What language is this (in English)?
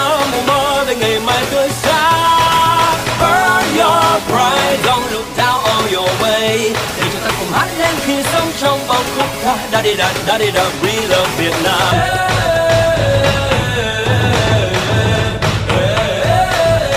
Vietnamese